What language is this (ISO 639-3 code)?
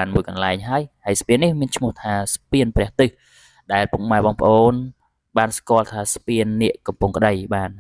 khm